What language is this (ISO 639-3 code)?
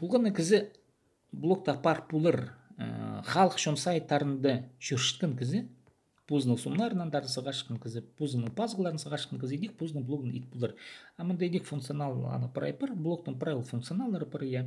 kjh